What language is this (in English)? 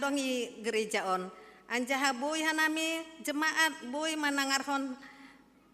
Batak Simalungun